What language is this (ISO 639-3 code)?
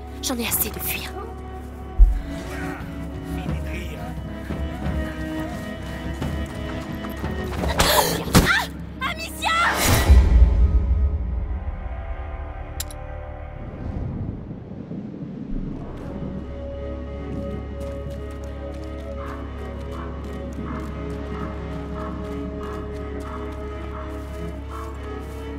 fra